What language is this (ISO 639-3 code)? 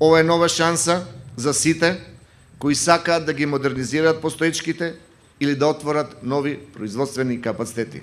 mkd